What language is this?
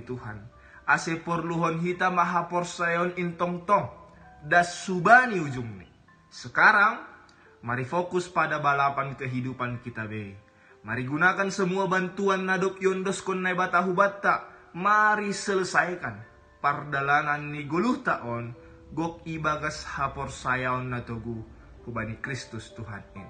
Batak Simalungun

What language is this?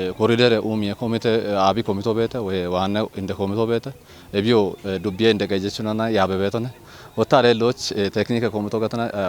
Kafa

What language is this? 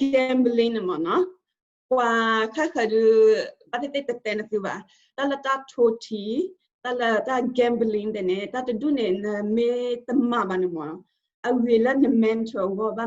S'gaw Karen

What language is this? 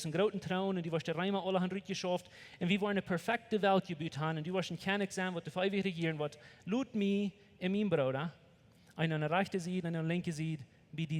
Plautdietsch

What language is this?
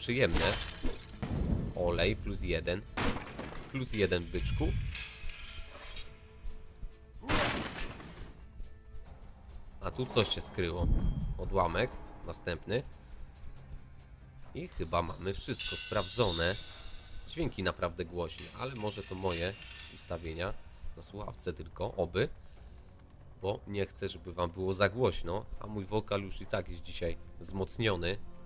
Polish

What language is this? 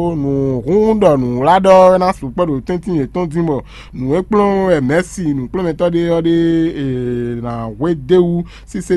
Fon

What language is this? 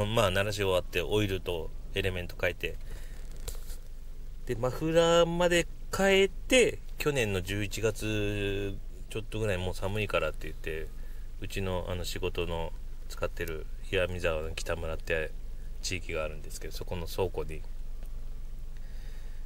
Japanese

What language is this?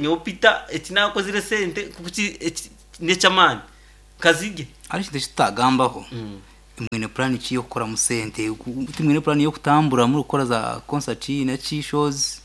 Nyankole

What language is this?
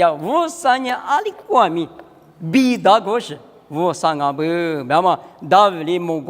Lisu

